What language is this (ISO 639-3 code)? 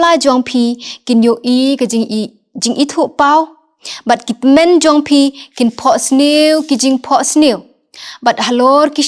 kha